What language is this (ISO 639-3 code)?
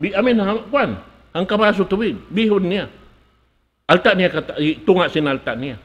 tsg